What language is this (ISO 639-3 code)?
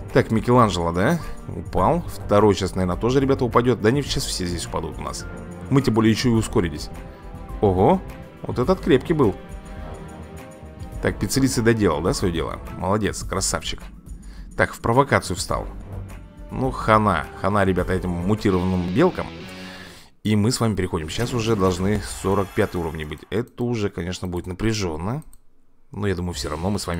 rus